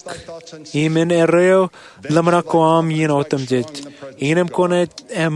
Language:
Marshallese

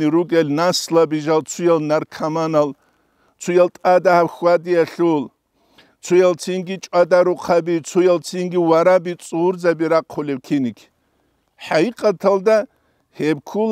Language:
Avaric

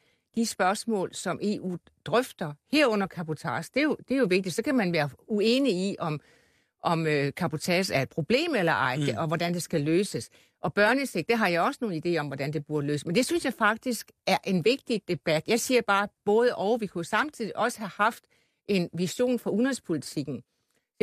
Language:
Danish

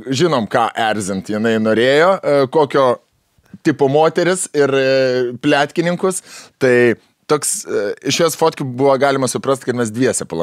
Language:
Lithuanian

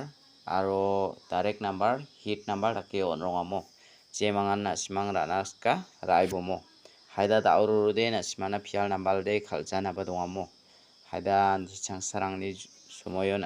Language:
Garo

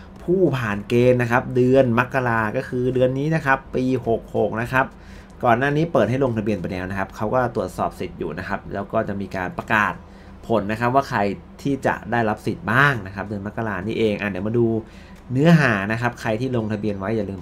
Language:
Thai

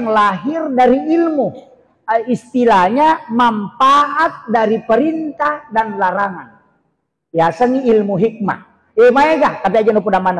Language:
Buginese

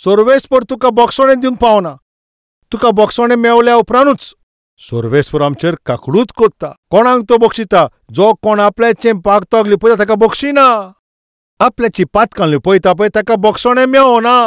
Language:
Konkani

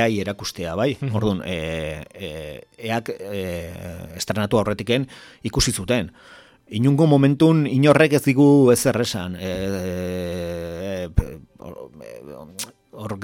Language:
Basque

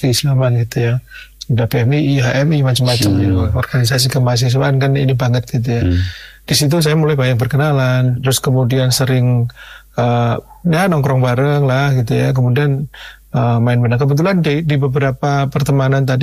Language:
Indonesian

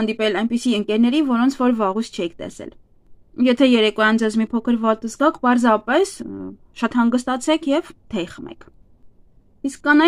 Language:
Armenian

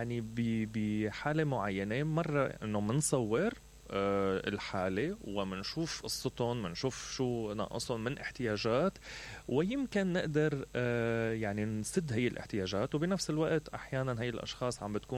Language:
Mesopotamian Arabic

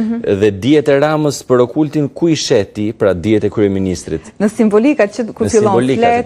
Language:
Albanian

